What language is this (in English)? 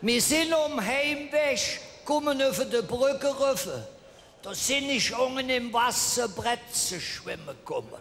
Colognian